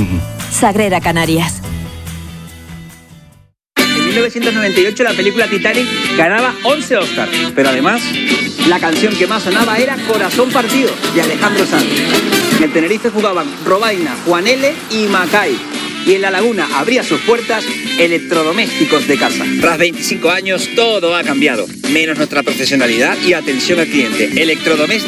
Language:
Spanish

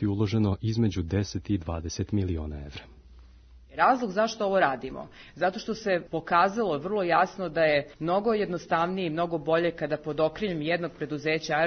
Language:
Serbian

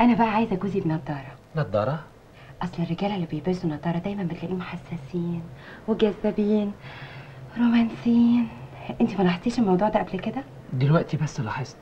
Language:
Egyptian Arabic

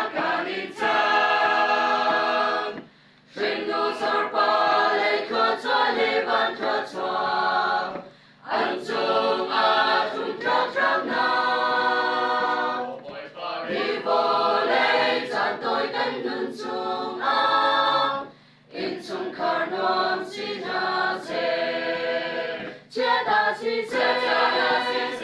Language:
Hakha Chin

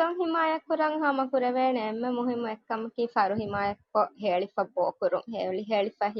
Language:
Divehi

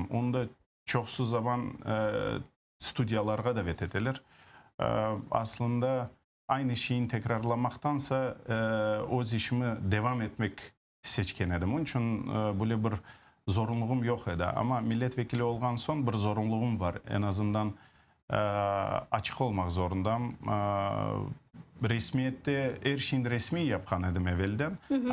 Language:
Crimean Tatar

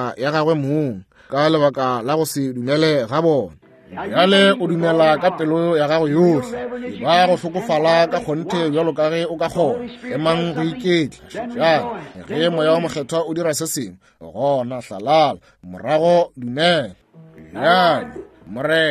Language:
Northern Sotho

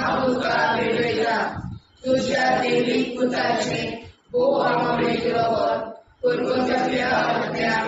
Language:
Konkani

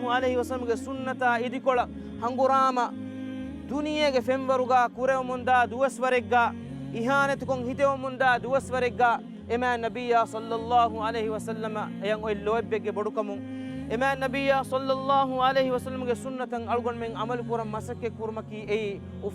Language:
Divehi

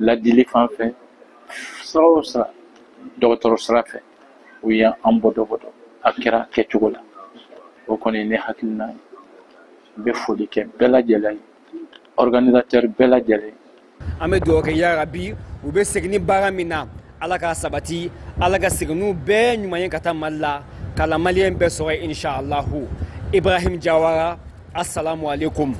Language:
Bambara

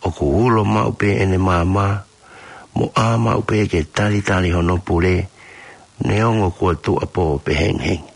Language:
Tongan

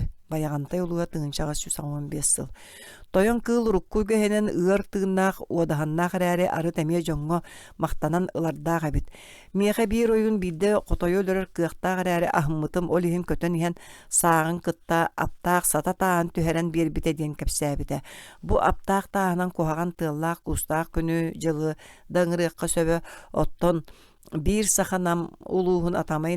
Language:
Yakut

